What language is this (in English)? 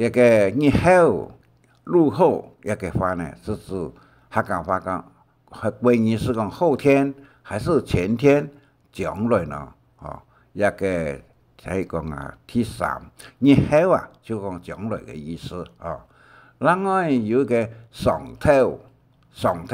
Hakka Chinese